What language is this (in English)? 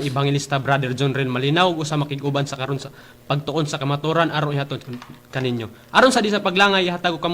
Cebuano